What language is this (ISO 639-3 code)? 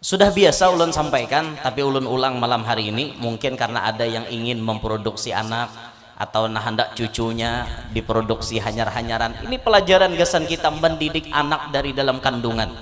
bjn